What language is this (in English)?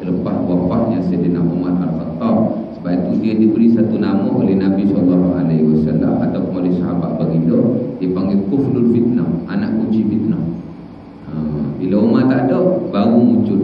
Malay